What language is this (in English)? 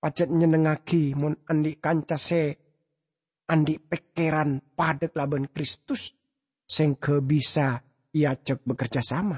Madurese